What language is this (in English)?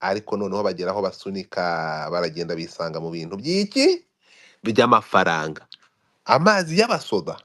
Kinyarwanda